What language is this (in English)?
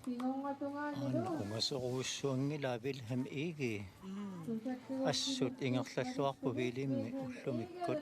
Kalaallisut